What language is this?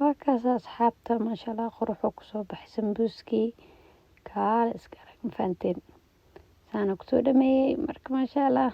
Somali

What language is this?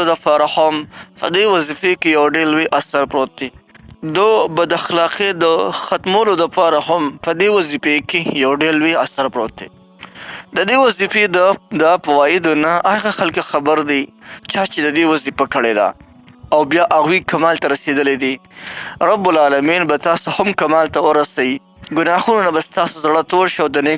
Pashto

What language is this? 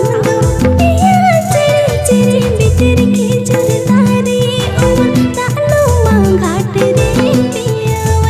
Santali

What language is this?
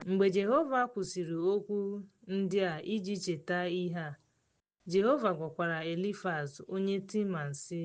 Igbo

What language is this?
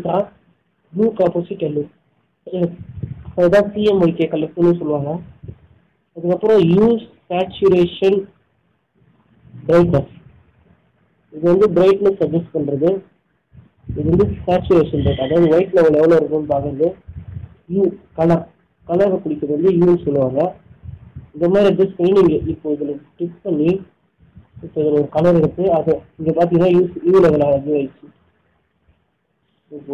Tamil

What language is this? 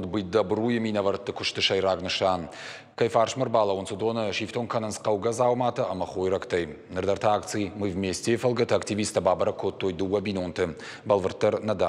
Ossetic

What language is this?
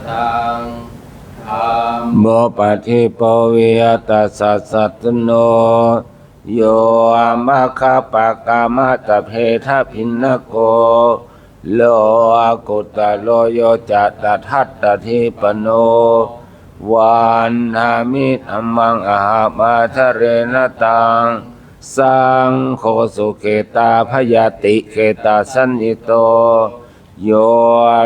Pali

